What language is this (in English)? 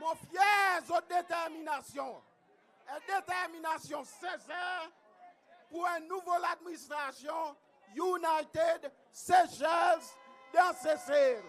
Seselwa Creole French